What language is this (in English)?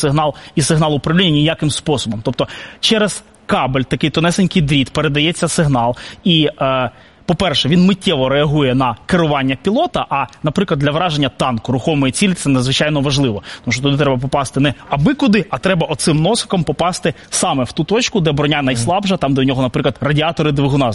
Ukrainian